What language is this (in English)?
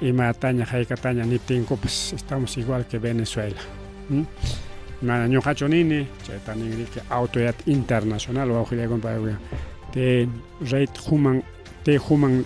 Ayacucho Quechua